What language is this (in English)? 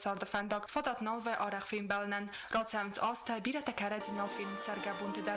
Ossetic